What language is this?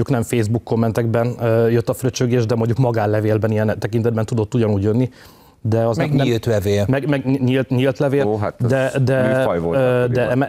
Hungarian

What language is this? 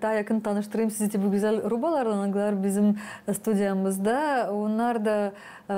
Gagauz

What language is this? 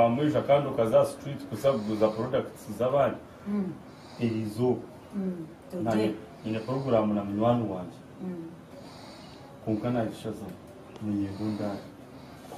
Kinyarwanda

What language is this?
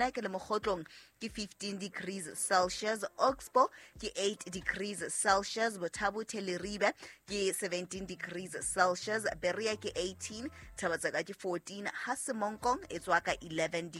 Southern Sotho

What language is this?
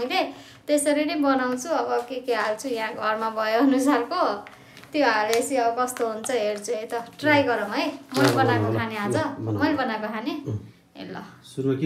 Nepali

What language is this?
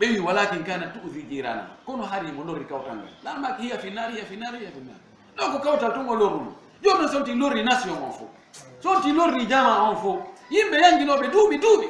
Fula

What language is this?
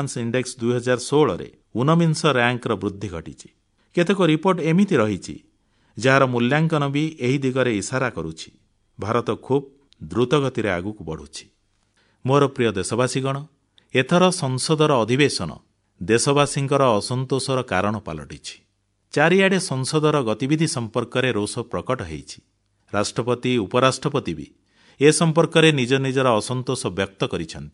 Odia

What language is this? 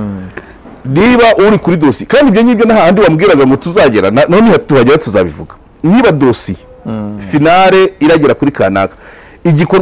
Kinyarwanda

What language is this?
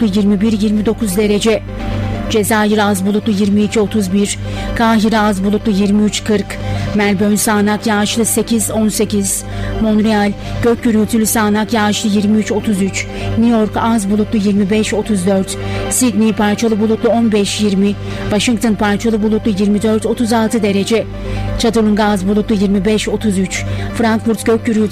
Turkish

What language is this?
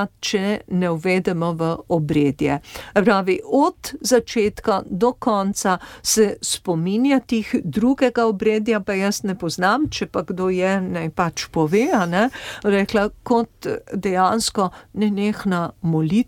Slovenian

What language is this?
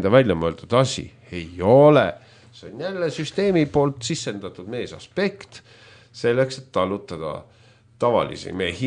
Estonian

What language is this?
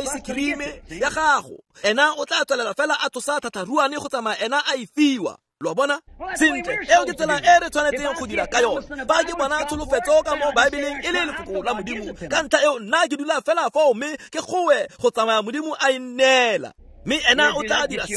Tswana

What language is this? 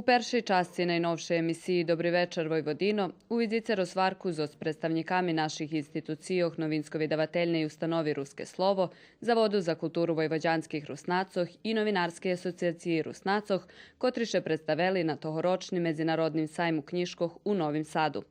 Rusyn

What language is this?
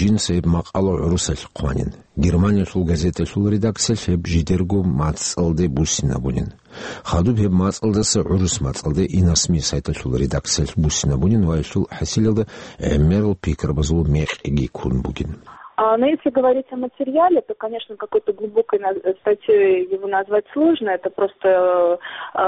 Avaric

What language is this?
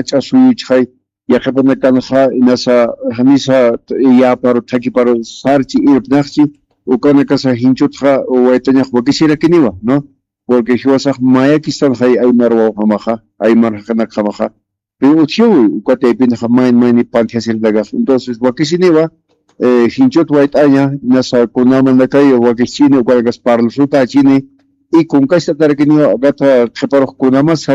Aymara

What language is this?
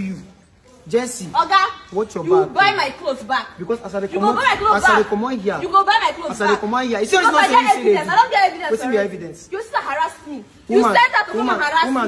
Nigerian Pidgin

